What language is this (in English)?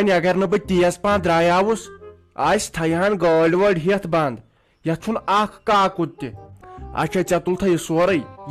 Kashmiri